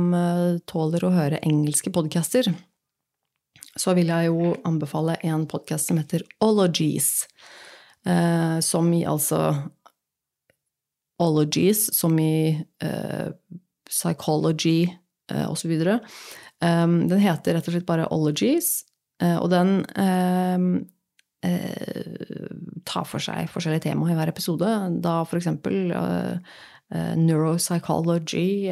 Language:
Norwegian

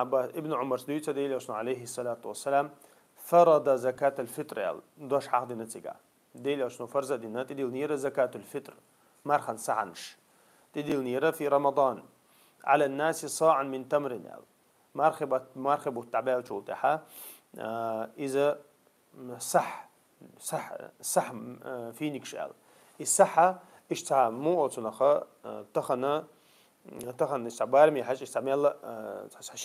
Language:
Chechen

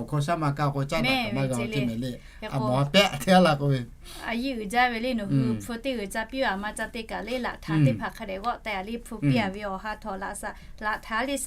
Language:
Lahu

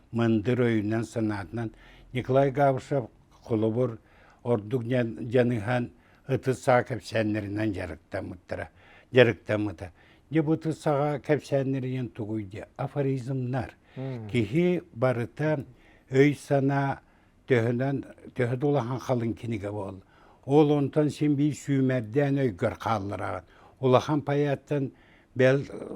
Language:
Yakut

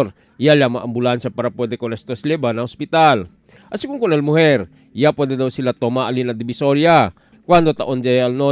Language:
Chavacano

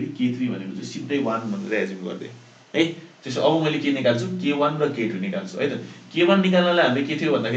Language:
Nepali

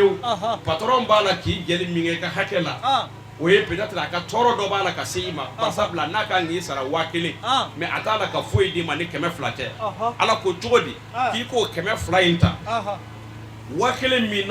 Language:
Bambara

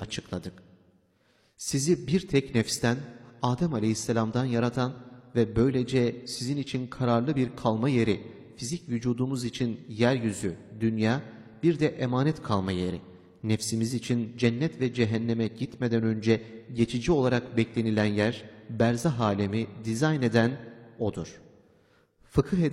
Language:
Turkish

